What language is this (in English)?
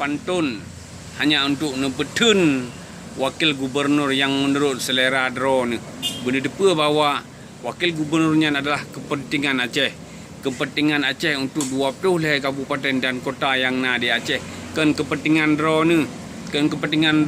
Achinese